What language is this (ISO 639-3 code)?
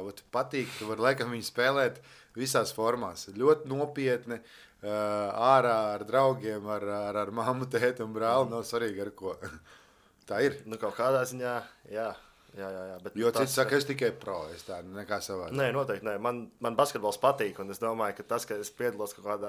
lav